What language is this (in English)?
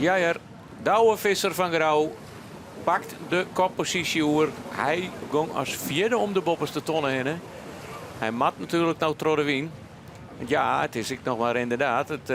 Western Frisian